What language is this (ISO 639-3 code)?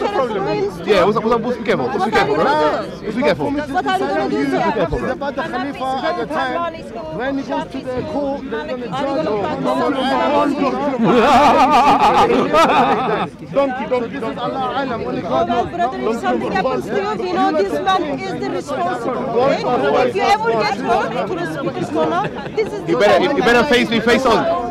eng